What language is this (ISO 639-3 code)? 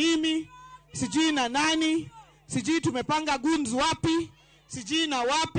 luo